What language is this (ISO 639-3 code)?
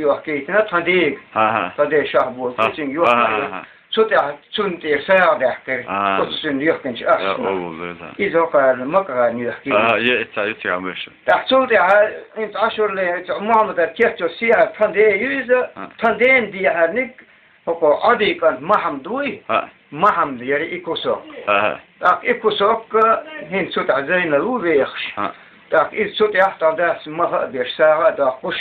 che